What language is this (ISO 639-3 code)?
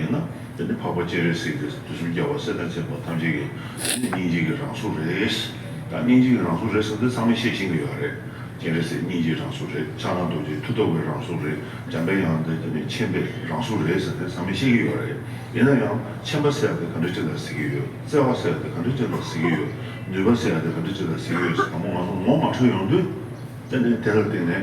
bod